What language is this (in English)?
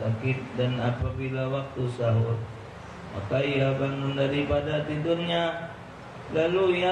Musi